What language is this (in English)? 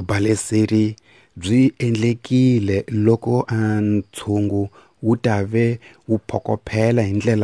Tsonga